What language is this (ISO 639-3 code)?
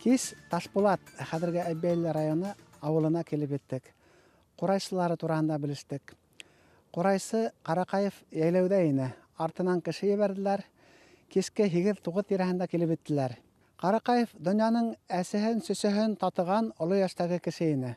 bak